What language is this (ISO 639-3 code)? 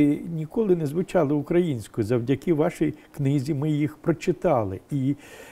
ukr